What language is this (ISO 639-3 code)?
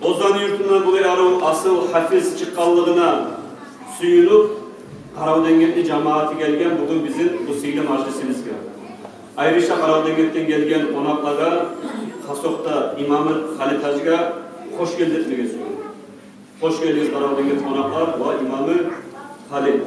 kum